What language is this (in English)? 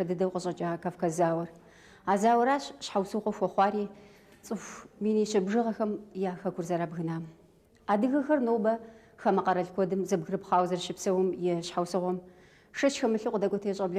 Kabardian